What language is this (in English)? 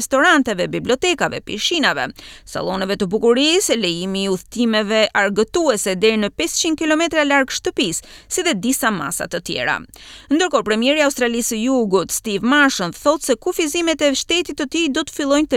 Albanian